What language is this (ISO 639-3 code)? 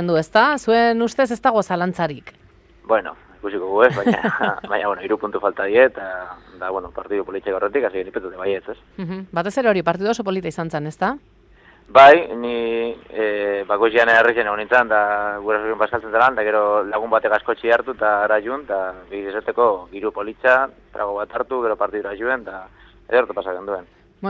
eus